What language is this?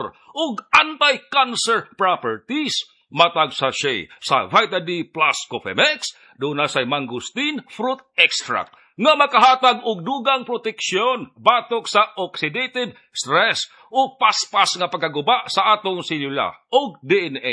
Cebuano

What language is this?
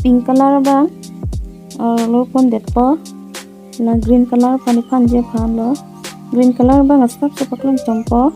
Karbi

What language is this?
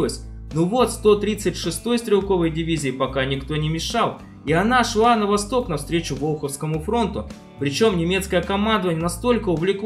Russian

